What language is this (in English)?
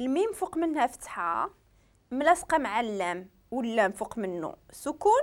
Moroccan Arabic